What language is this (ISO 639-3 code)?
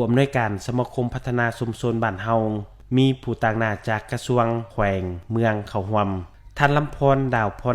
lao